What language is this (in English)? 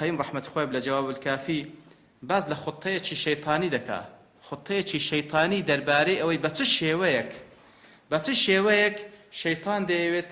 Central Kurdish